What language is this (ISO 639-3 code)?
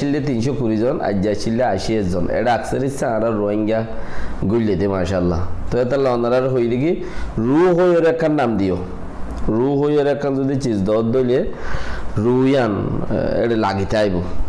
rhg